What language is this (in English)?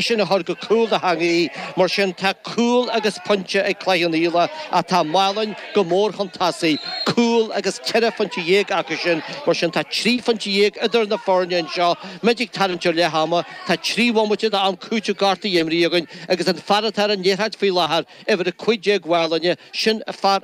Irish